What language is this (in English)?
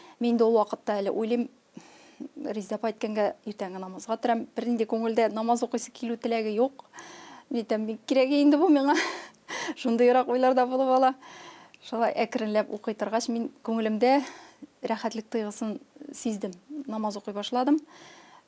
Tatar